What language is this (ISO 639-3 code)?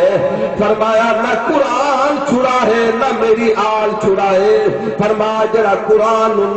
skr